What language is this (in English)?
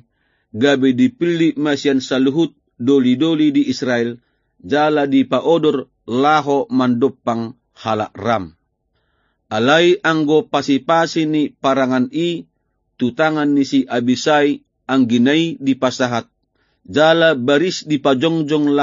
Batak Toba